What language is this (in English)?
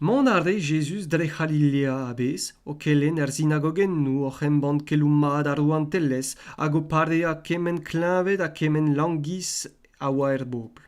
Breton